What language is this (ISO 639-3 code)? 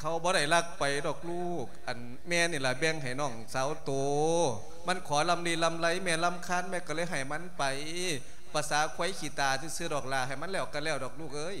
lao